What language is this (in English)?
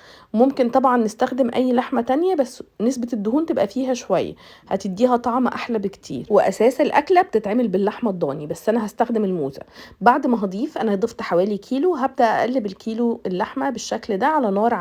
Egyptian Arabic